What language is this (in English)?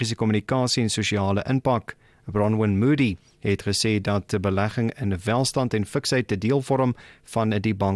Afrikaans